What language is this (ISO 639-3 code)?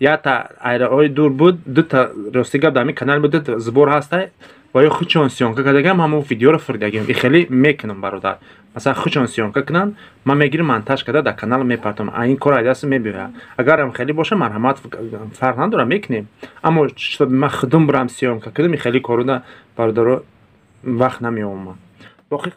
tgk